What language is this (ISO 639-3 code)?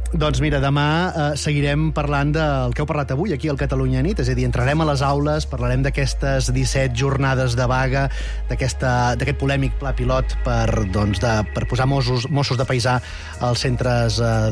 cat